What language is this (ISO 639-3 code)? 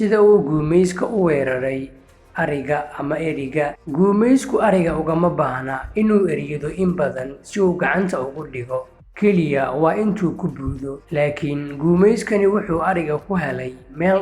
som